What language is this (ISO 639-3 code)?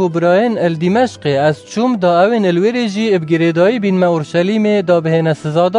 kur